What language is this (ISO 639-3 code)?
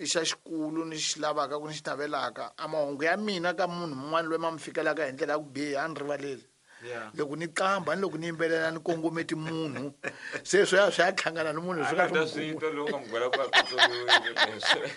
tso